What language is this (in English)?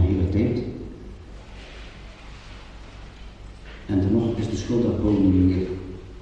Dutch